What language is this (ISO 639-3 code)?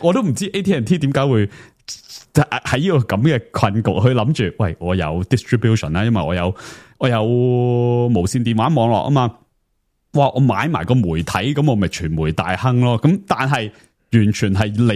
yue